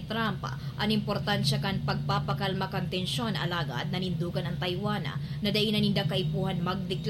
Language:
Bikol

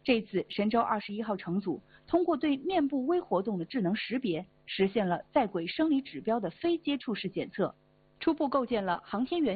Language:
Chinese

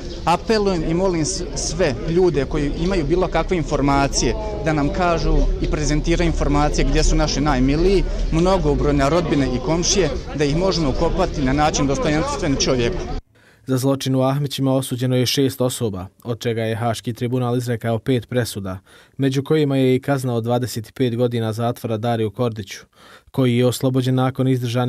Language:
Bosnian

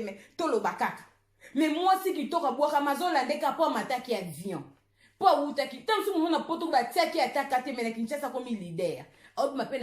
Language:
Lingala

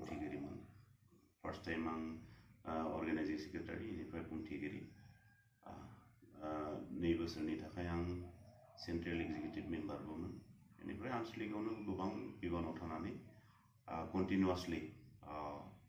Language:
Bodo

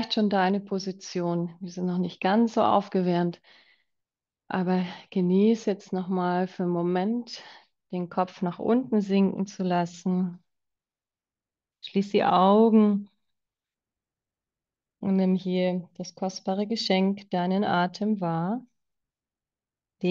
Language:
German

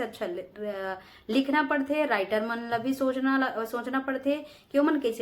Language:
Chhattisgarhi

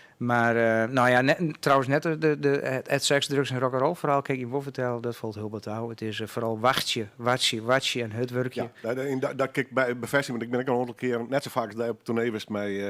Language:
Western Frisian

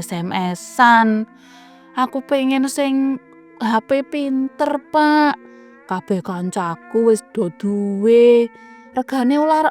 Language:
Javanese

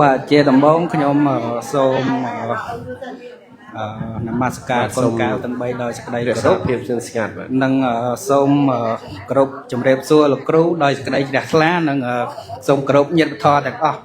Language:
Khmer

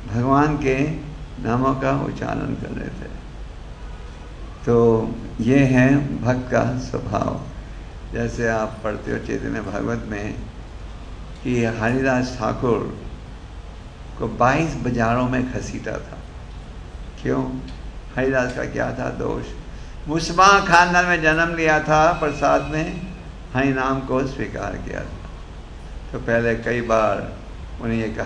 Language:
Hindi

